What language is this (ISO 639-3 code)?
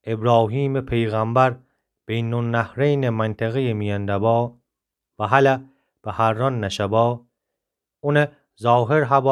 glk